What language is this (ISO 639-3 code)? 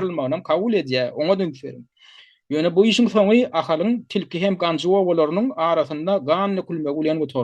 tuk